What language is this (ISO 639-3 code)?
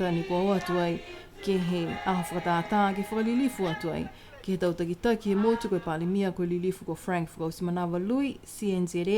niu